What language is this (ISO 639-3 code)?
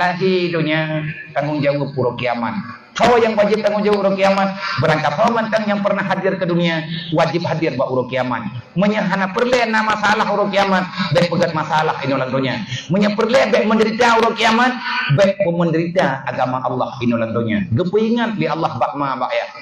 ace